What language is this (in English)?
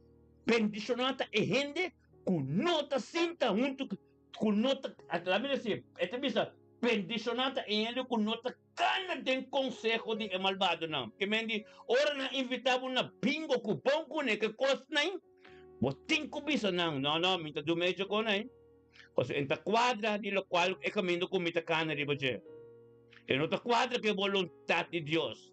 Papiamento